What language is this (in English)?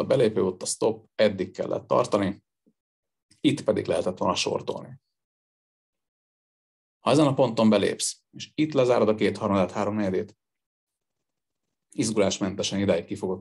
Hungarian